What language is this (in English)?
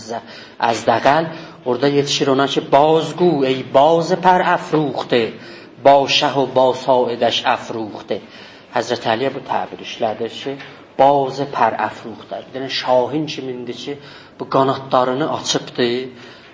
South Azerbaijani